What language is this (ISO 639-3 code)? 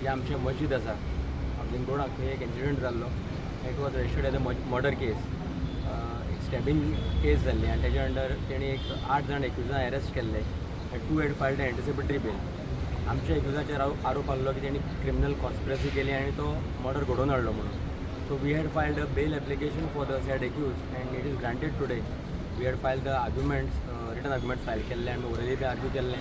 kok